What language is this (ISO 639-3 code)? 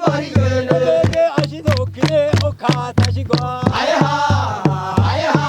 kbr